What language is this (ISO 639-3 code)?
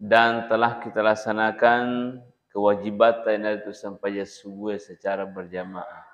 bug